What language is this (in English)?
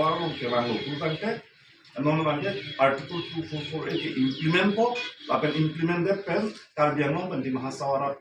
Karbi